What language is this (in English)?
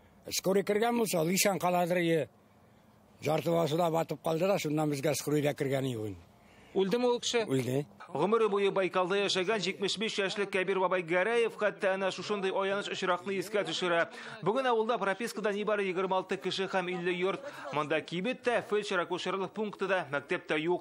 Tatar